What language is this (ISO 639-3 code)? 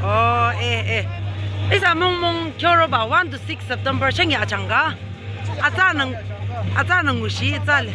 nag